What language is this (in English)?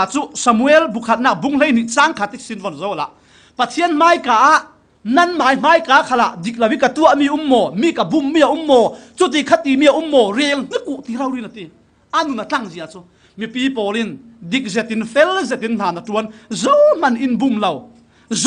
Falam Chin